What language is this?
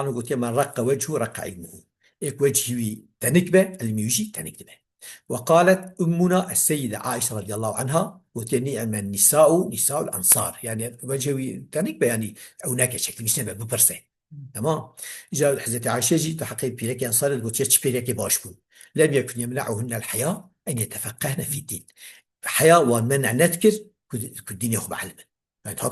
Kurdish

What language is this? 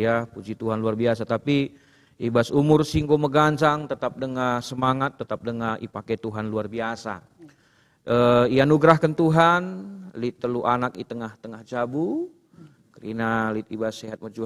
Batak Karo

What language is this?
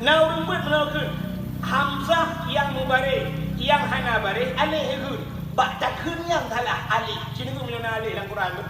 Achinese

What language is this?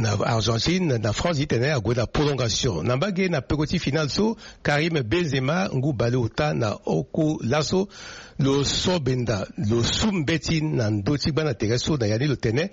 Sango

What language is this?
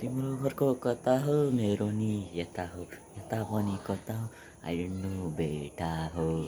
Nepali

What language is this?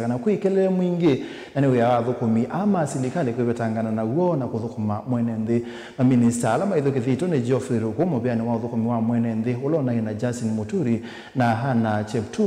Kamba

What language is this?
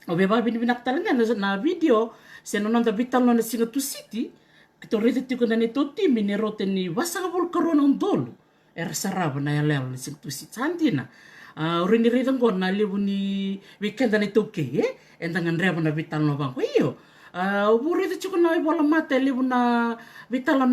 Fijian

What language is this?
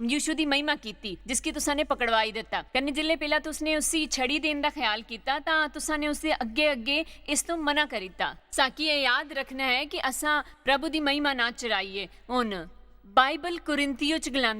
Dogri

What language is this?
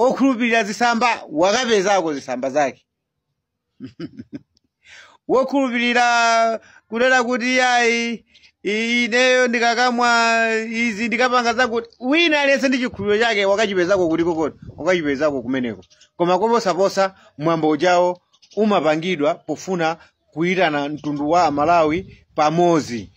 Nyanja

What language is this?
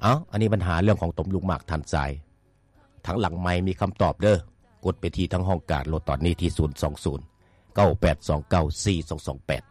Lao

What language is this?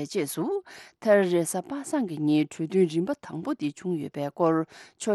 Tibetan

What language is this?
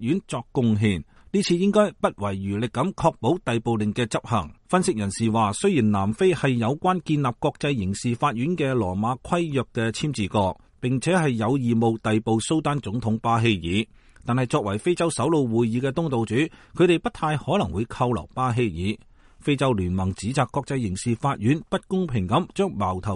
Cantonese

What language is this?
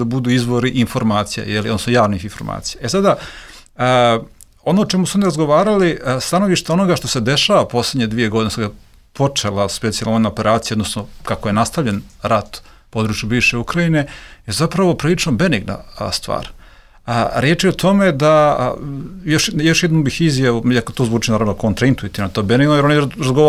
Serbian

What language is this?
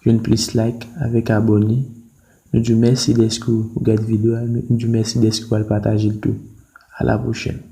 Haitian Creole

